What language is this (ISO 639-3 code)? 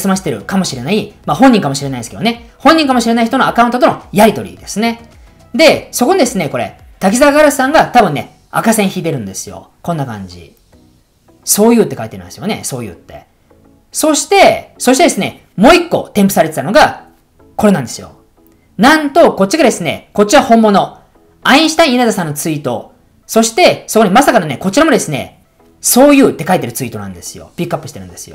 jpn